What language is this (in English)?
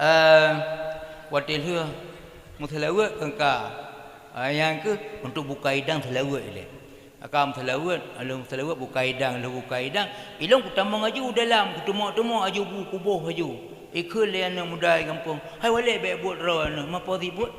Achinese